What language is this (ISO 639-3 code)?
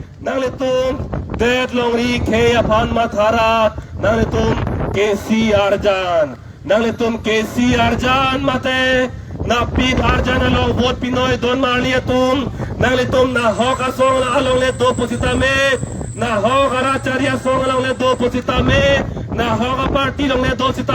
mjw